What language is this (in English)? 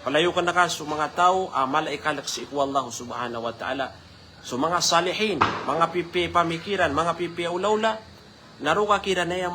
Maranao